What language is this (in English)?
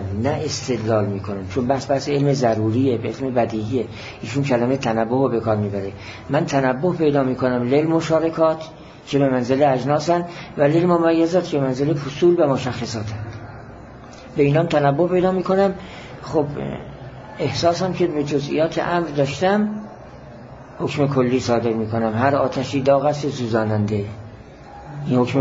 Persian